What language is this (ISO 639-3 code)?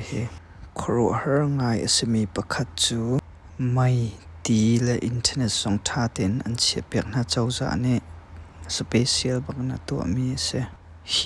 cnh